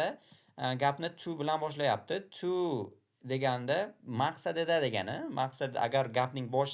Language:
Uzbek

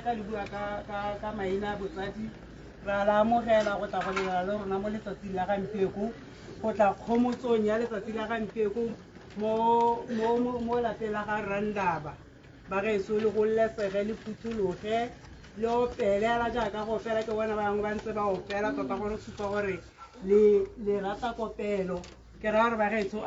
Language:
Tswana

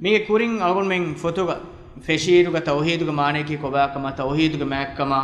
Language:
Divehi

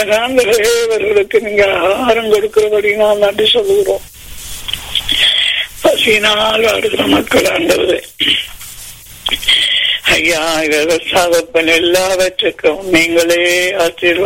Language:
Tamil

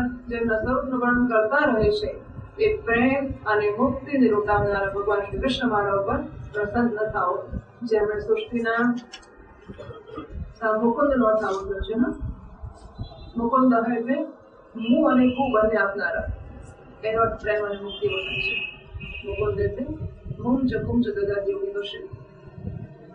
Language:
Gujarati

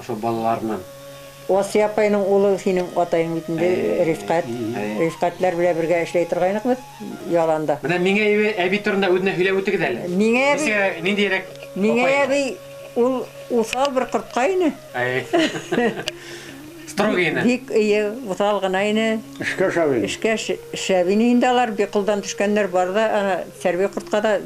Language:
Bashkir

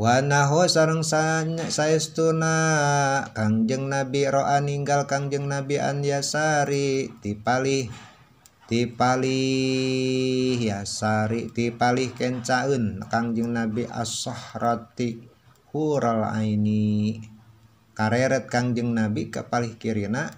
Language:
Sundanese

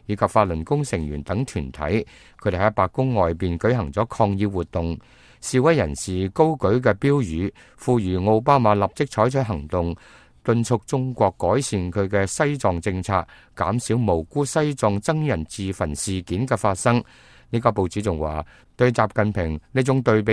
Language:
Cantonese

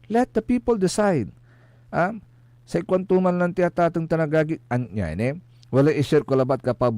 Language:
Pangasinan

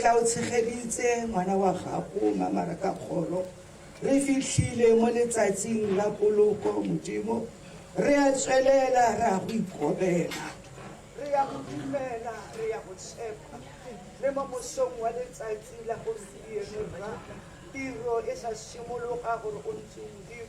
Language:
Tswana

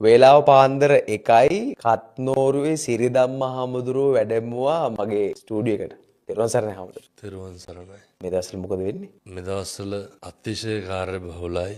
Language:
Sinhala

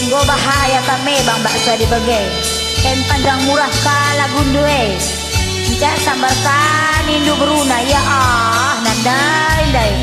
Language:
Batak Karo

